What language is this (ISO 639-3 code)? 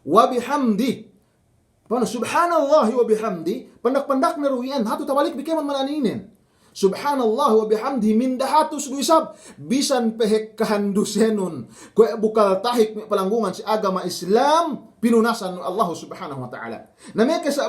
yka